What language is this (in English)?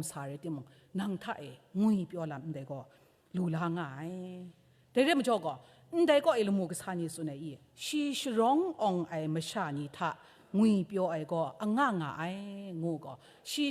Kachin